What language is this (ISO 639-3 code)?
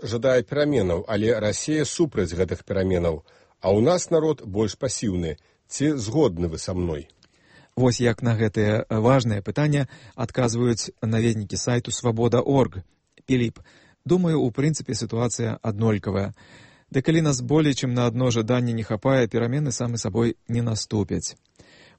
bel